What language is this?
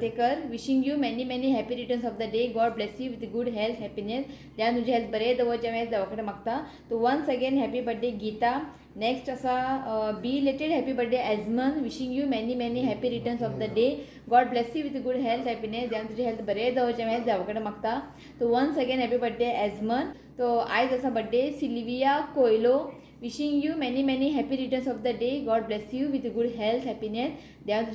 Konkani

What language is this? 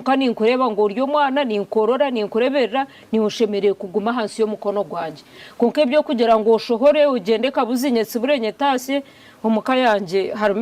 Nyankole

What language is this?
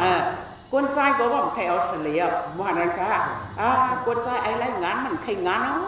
Shan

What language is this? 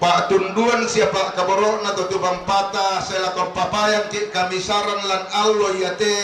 Toraja-Sa'dan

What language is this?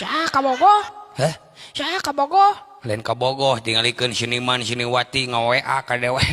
Sundanese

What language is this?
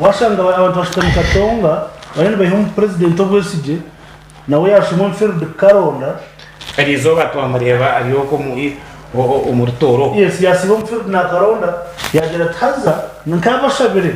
Nyankole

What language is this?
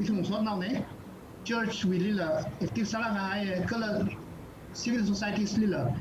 Tangkhul Naga (India)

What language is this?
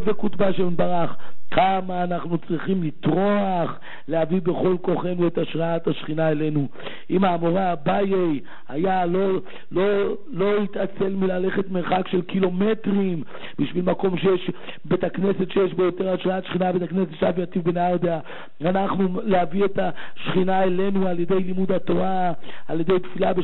Hebrew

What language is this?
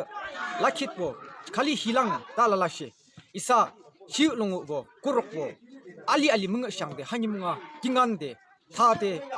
Yimchungru Naga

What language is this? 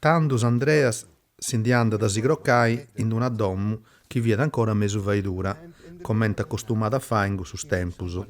Sardinian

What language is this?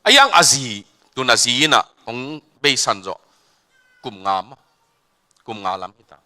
Tedim Chin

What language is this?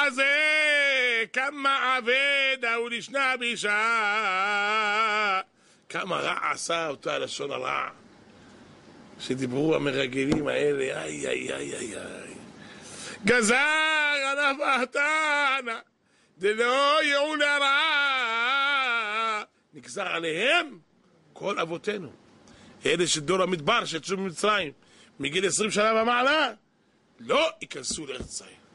Hebrew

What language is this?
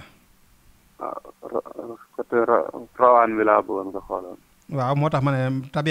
Wolof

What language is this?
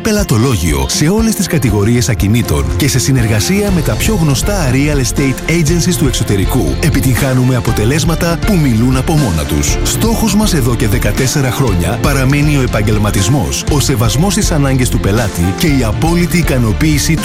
Greek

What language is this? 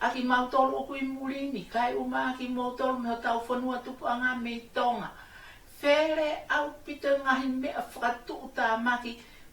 Tongan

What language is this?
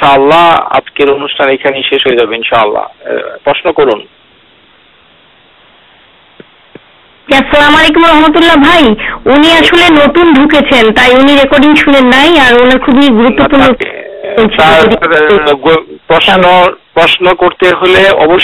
Bangla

